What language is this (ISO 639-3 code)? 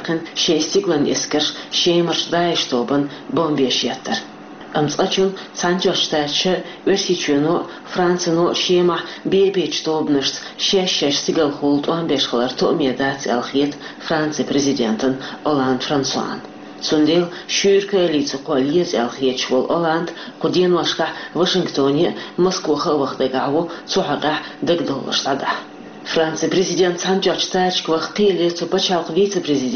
che